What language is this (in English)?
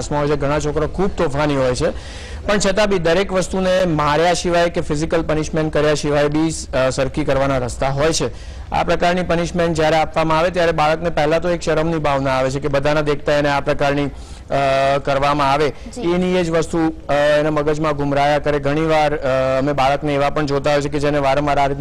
Gujarati